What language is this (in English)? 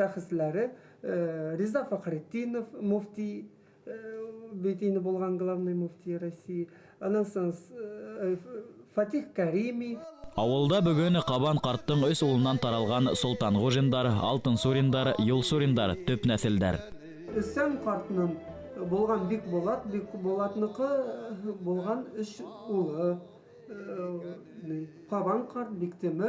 Bashkir